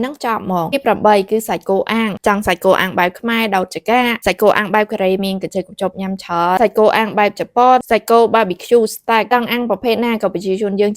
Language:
Khmer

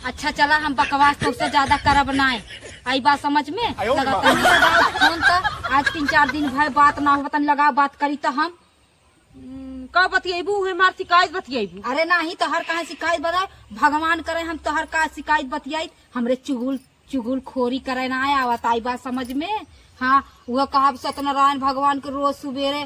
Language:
Awadhi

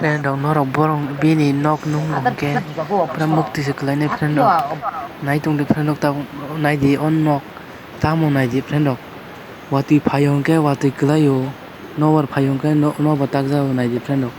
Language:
Kok Borok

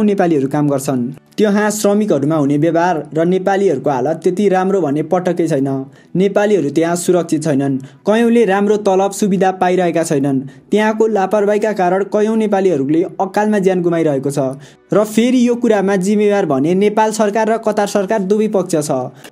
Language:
Nepali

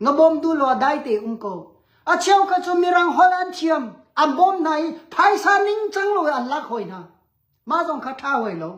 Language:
Hakha Chin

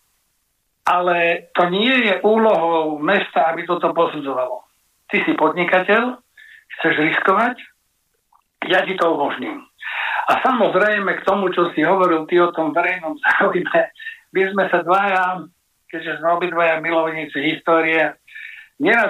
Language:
Slovak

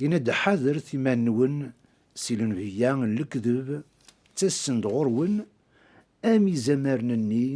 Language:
Kabyle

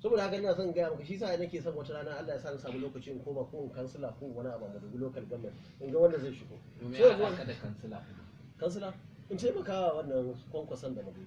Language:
Hausa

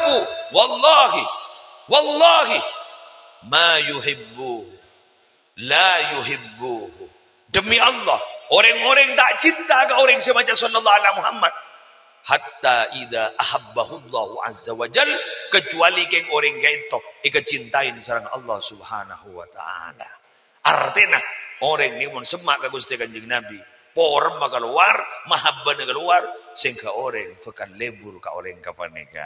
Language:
Madurese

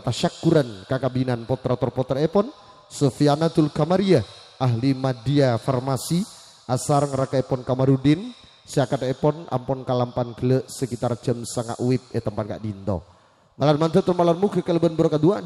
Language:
Madurese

